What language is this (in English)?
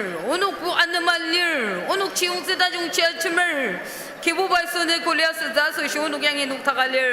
Ao Naga